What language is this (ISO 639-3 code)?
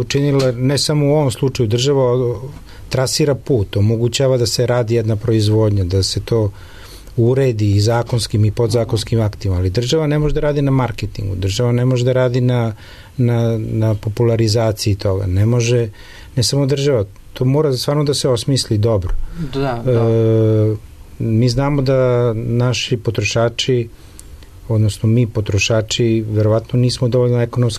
srp